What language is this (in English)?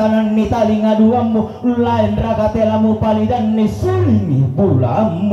Toraja-Sa'dan